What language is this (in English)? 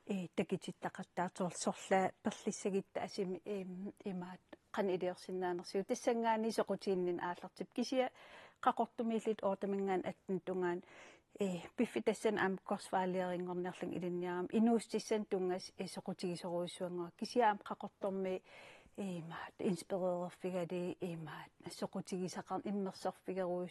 Kalaallisut